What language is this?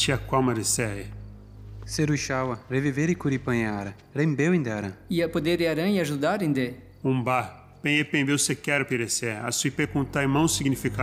Nheengatu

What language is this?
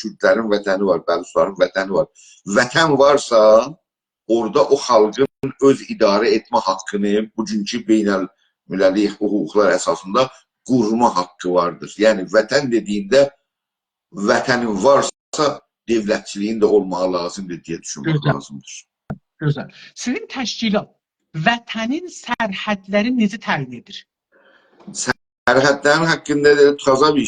South Azerbaijani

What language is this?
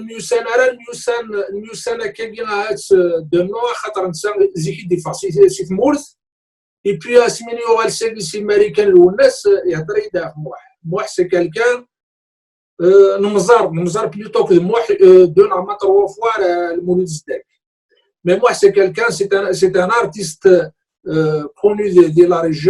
Kabyle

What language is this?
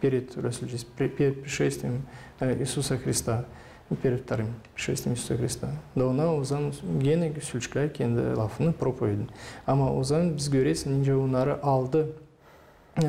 Gagauz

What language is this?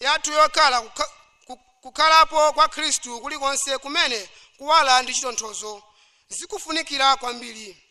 Nyanja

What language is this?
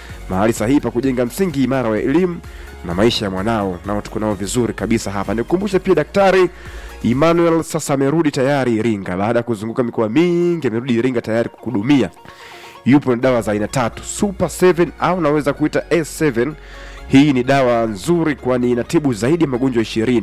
Swahili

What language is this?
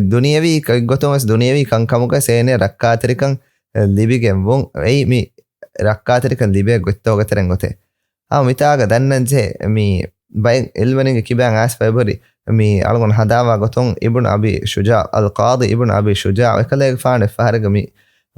Divehi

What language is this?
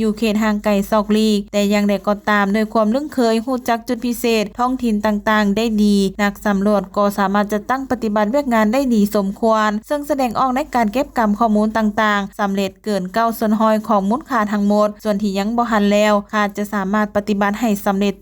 Lao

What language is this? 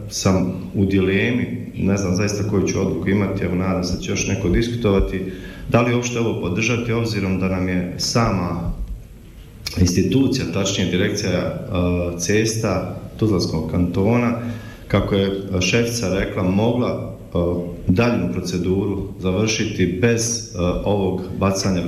Bosnian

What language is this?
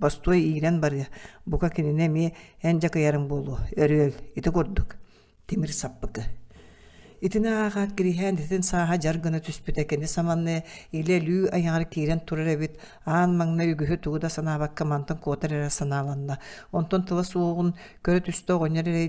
Yakut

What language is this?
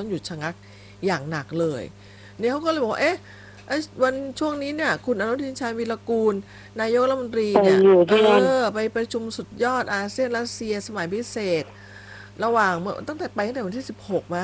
Thai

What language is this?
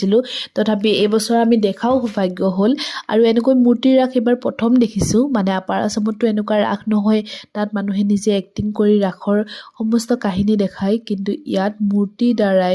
Assamese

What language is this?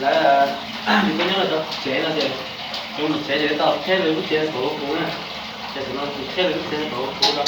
Hmong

